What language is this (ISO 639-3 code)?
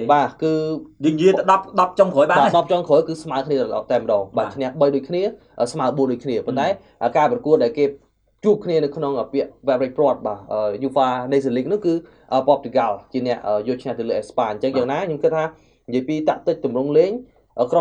khm